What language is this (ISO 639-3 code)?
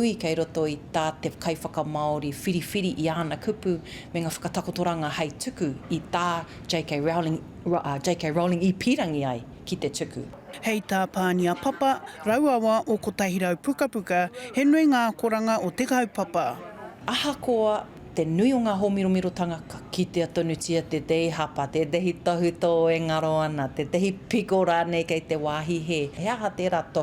mri